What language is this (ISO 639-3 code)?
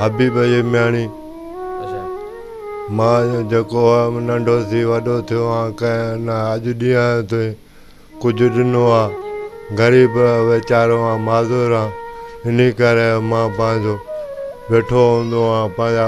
snd